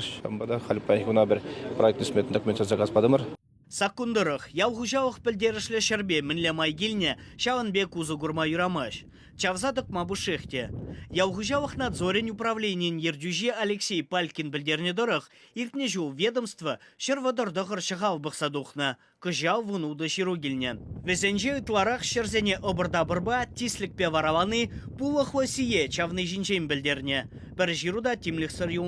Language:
Chuvash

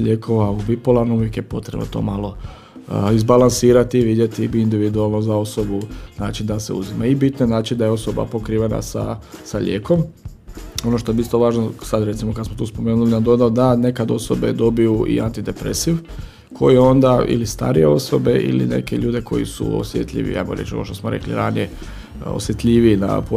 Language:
Croatian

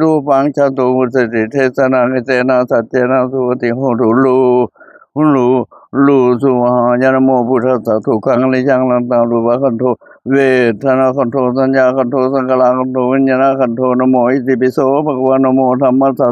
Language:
Pali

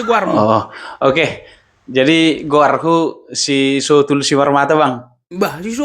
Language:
Batak Toba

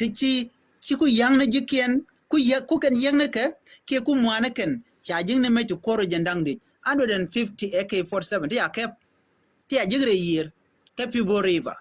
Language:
Nuer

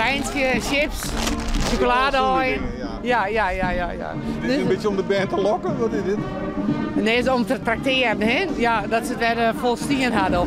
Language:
Western Frisian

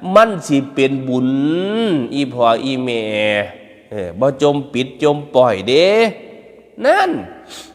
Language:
Northeastern Thai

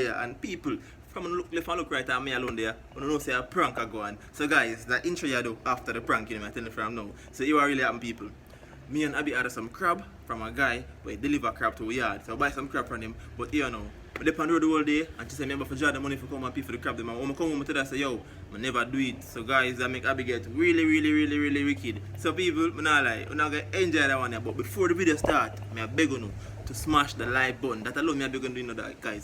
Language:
Jamaican Creole English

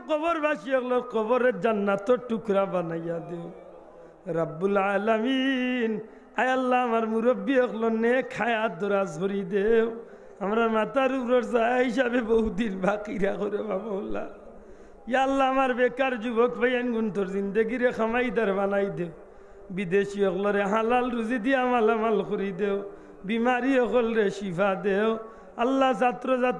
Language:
Sylheti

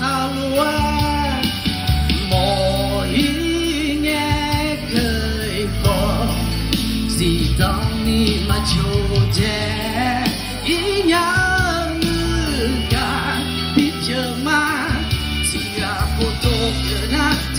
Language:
Akha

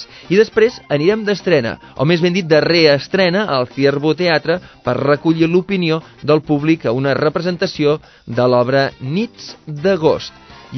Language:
Catalan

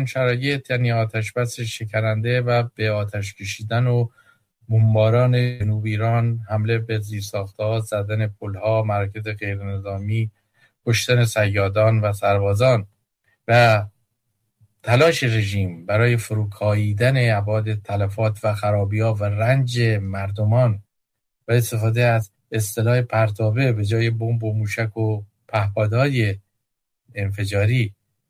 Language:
Persian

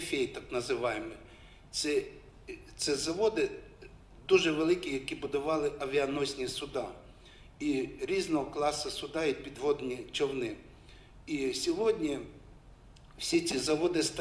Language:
Ukrainian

